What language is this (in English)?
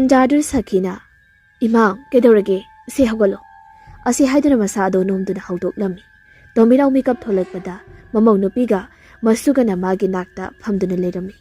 Manipuri